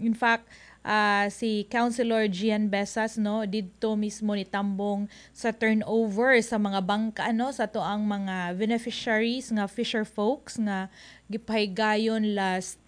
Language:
Cebuano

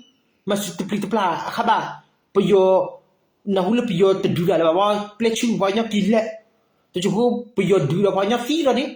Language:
S'gaw Karen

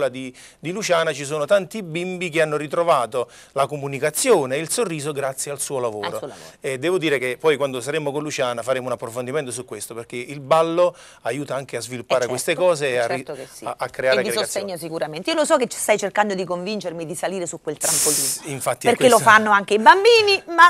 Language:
Italian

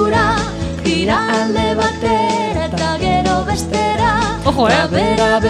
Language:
Basque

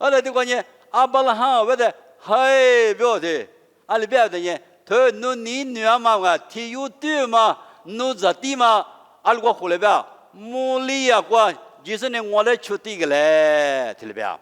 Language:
Lisu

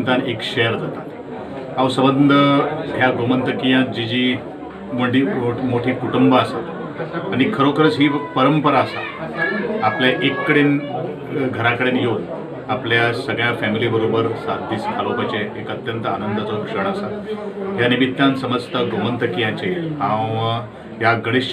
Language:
Konkani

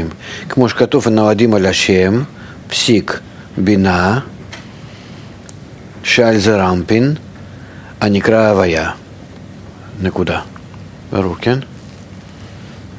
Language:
Hebrew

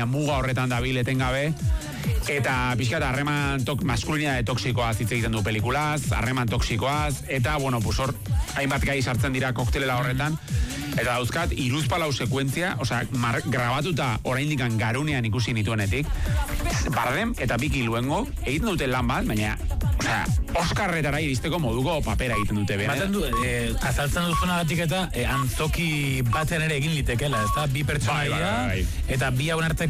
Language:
Basque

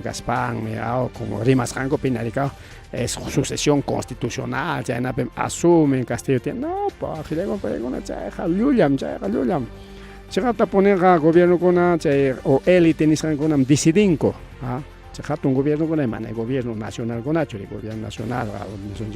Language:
Ayacucho Quechua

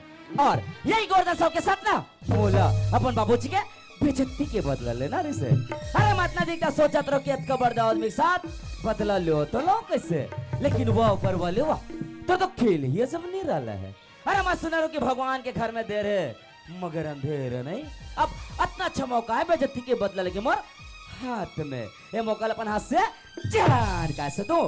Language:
Chhattisgarhi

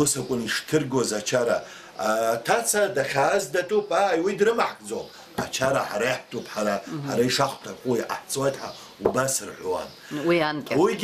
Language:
Abkhazian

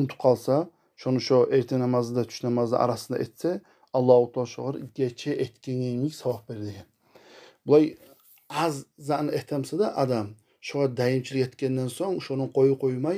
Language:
Kumyk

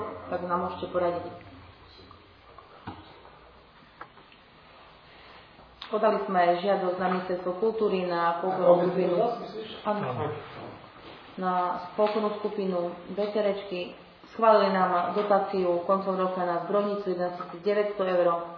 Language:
Slovak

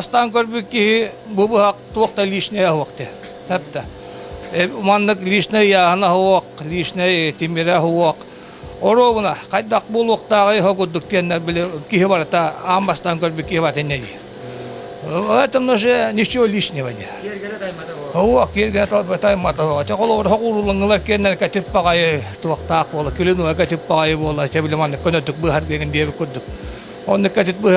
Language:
Yakut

